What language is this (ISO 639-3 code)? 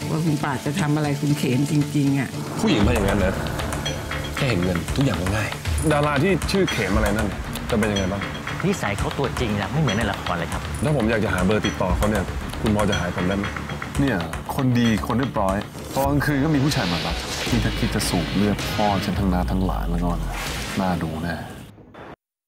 tha